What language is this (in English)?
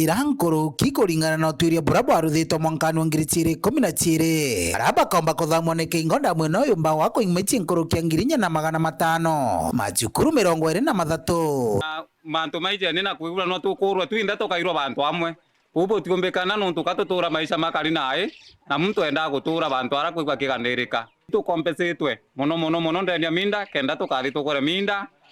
Meru